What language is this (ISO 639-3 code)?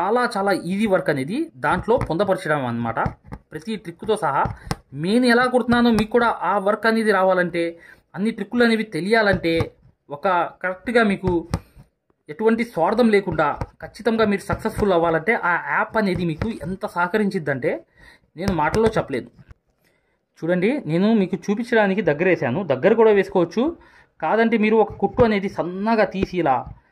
tel